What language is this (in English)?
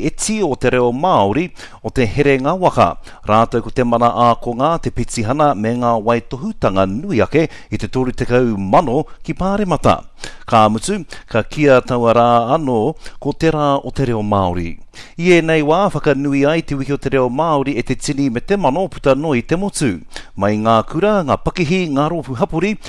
Māori